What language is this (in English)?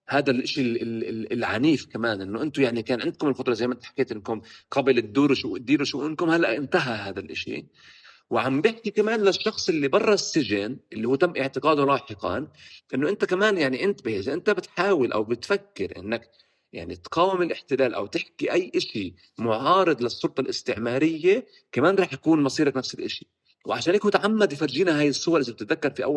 North Levantine Arabic